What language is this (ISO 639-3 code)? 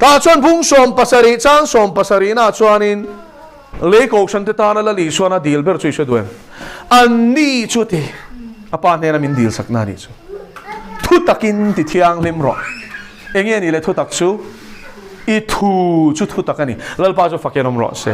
lus